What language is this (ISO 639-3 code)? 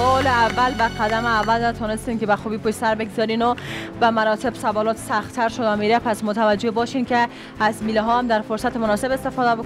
fas